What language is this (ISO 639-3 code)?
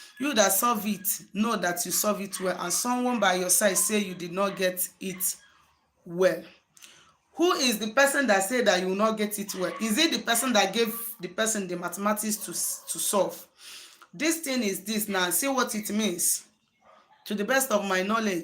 ibo